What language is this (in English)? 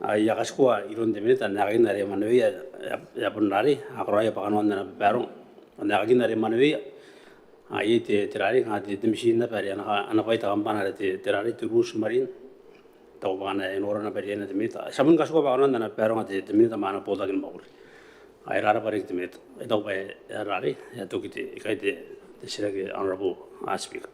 Gilbertese